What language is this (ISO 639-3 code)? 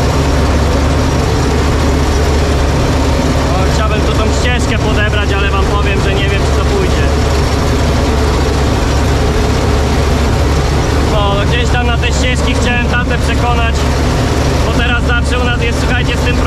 pol